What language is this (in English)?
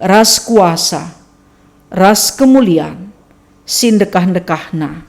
Batak Karo